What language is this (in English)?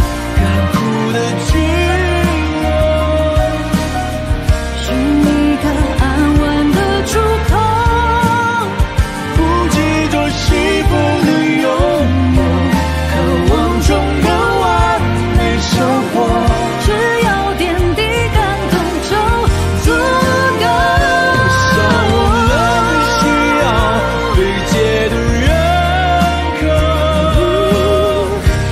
Chinese